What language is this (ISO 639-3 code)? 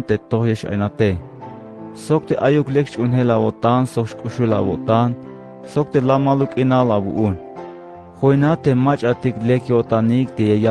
tzh